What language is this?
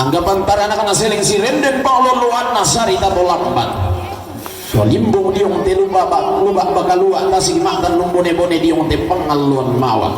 Toraja-Sa'dan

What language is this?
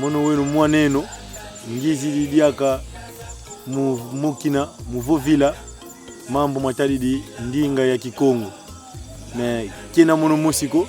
Kongo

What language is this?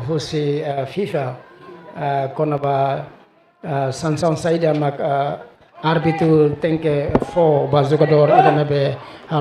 Tetum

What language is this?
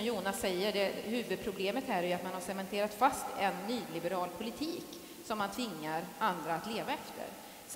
Swedish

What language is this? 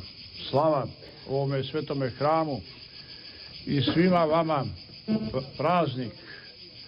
Serbian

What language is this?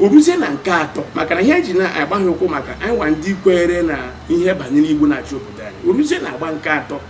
Igbo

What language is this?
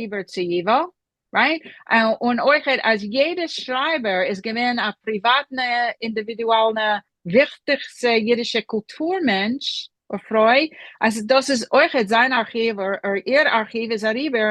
Yiddish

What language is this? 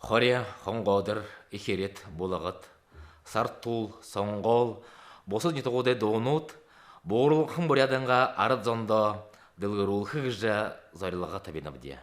Buriat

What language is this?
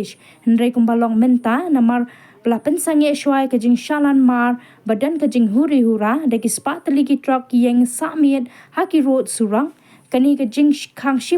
Khasi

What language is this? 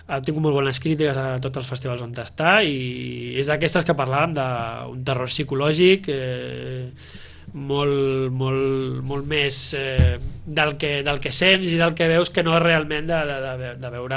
Catalan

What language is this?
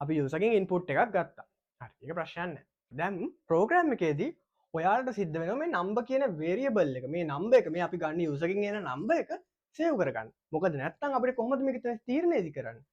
Sinhala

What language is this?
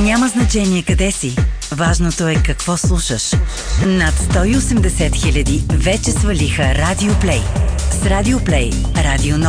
Bulgarian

